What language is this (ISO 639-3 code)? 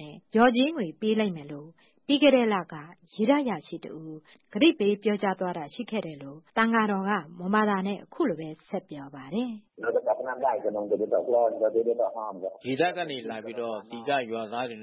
mya